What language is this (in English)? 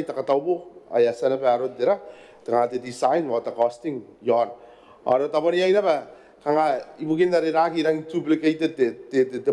Gilbertese